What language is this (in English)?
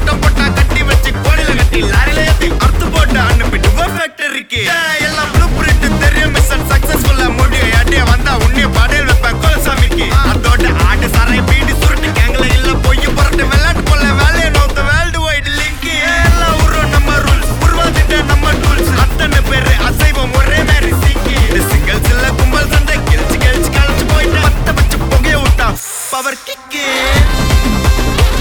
Tamil